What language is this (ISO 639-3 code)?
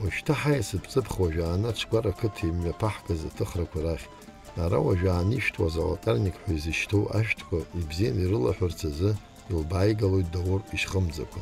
abk